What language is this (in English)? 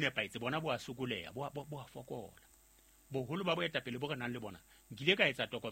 Southern Sotho